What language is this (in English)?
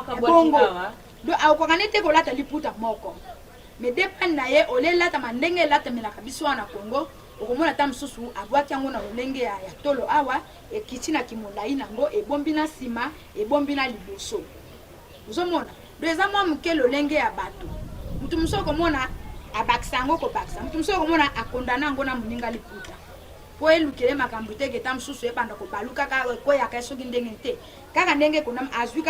Lingala